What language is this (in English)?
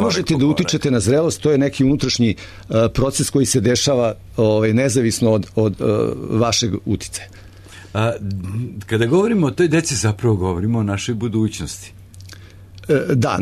Serbian